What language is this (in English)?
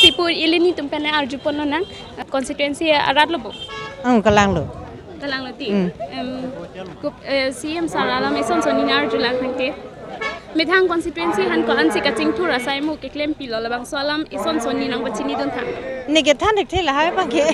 Karbi